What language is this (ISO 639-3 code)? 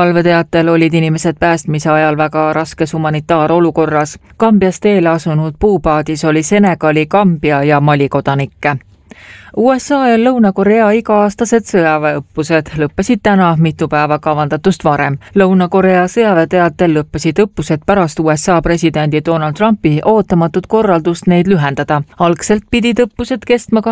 est